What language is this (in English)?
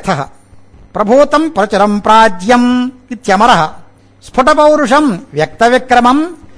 Sanskrit